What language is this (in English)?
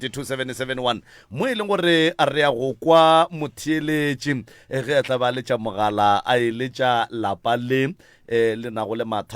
Northern Sotho